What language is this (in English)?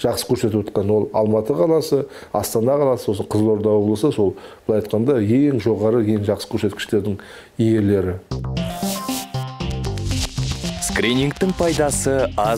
Kazakh